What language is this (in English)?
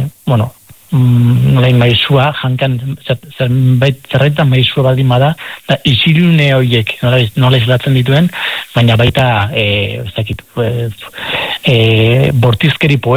Basque